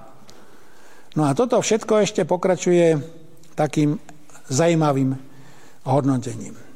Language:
Slovak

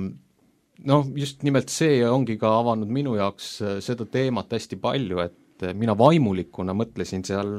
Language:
Estonian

